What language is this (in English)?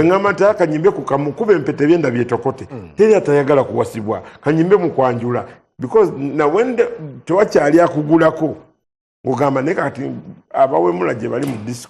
Ganda